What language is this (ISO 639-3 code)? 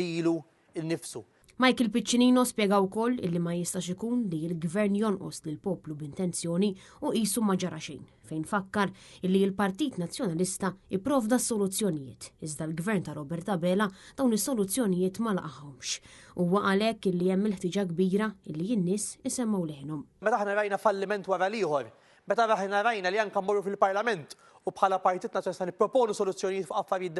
mlt